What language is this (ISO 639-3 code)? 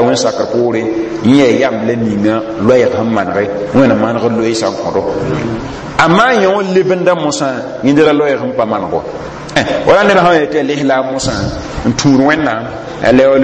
mos